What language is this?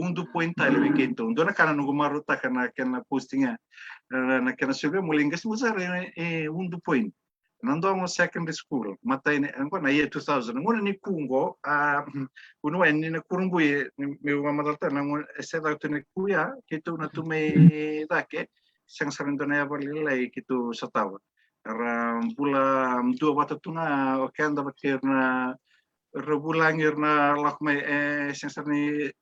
Fijian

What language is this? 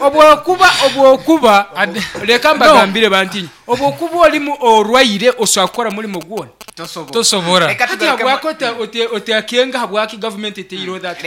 Nyankole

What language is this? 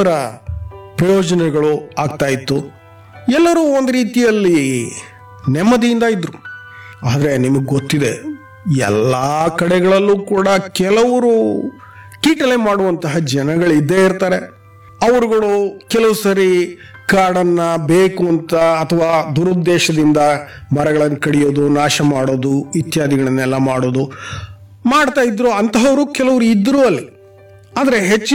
Kannada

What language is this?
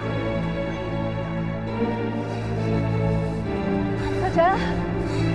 Chinese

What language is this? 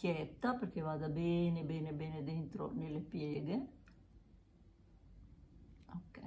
Italian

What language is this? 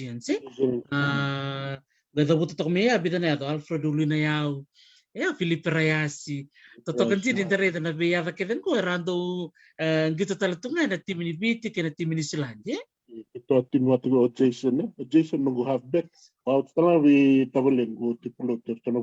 Fijian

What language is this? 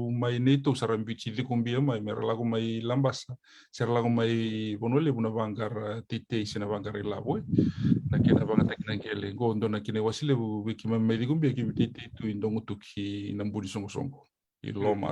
Fijian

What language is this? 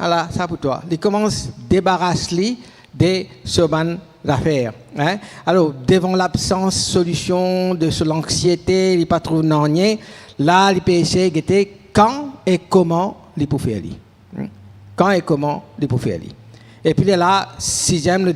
Morisyen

